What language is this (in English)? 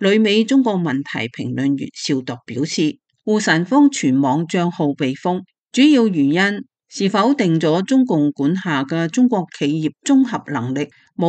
Cantonese